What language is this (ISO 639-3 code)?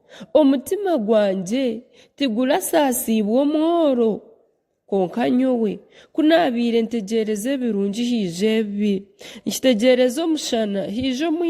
nyn